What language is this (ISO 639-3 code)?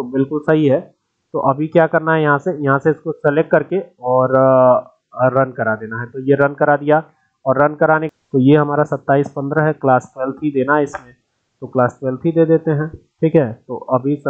hin